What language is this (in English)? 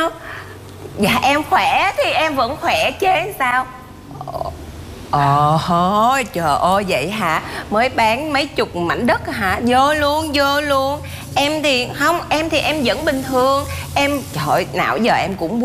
Vietnamese